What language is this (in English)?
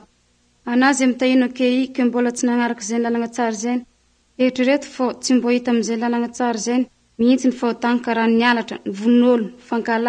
Malagasy